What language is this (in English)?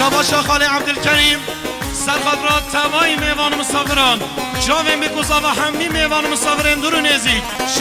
Kurdish